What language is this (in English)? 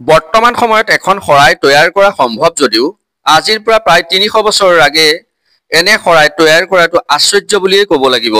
Assamese